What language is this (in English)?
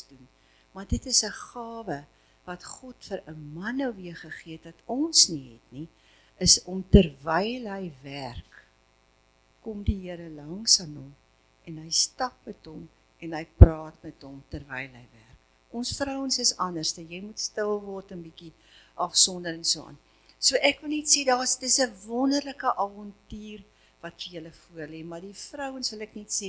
Afrikaans